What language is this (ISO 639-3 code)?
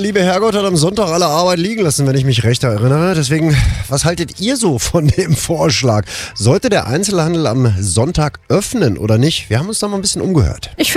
deu